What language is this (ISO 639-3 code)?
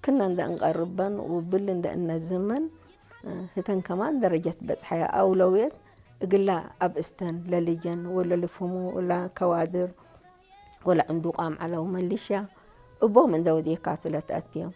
tig